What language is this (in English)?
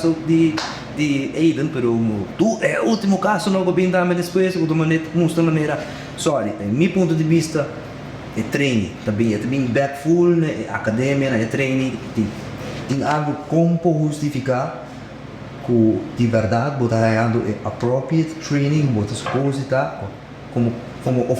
Papiamento